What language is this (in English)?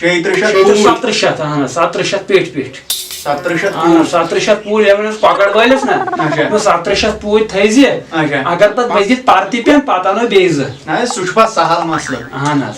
Kashmiri